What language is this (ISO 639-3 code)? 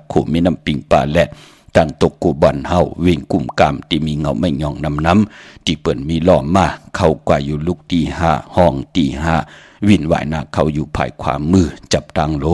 shn